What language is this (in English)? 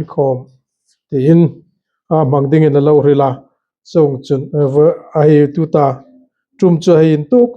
Hmar